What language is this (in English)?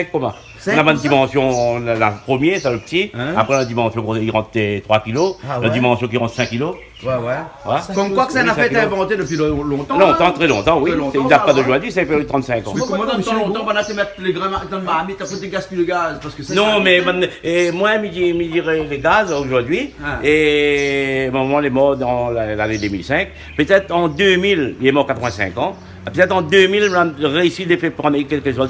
Réunion Creole French